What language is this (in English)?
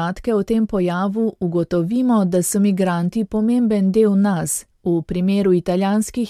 Slovenian